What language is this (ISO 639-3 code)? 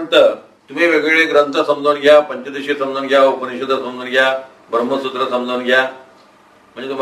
mar